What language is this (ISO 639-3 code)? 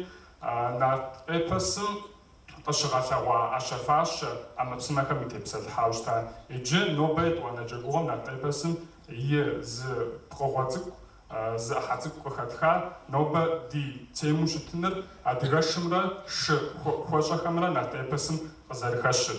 kbd